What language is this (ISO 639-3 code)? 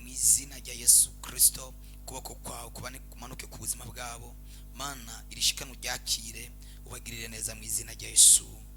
run